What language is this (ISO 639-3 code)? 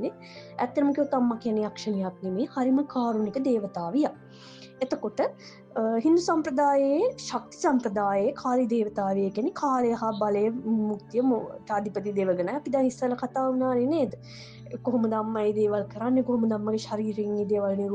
sin